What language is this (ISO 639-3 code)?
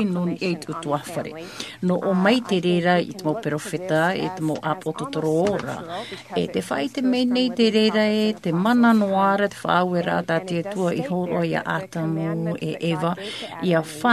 tah